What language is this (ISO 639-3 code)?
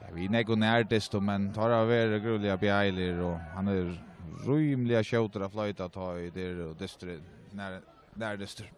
fao